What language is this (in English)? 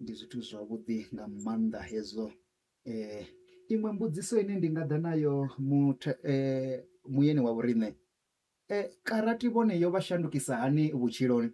Venda